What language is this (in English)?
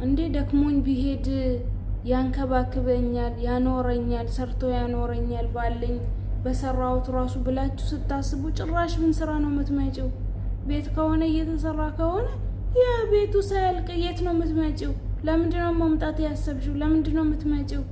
Amharic